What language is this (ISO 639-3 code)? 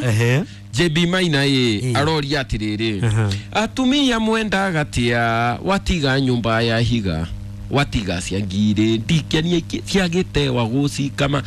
kik